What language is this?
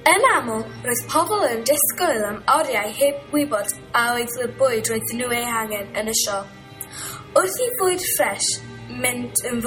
Welsh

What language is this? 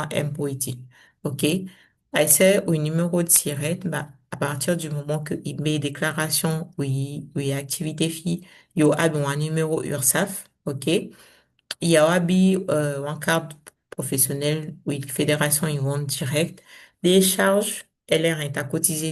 Saramaccan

